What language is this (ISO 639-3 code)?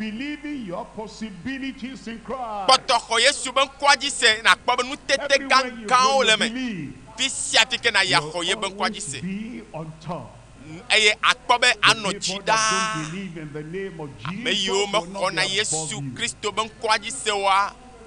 ewe